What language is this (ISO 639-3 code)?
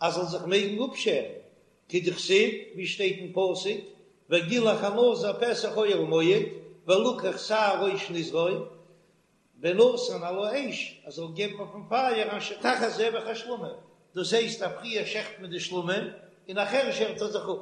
yid